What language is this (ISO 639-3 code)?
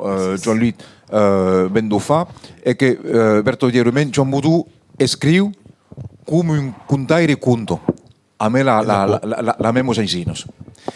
oci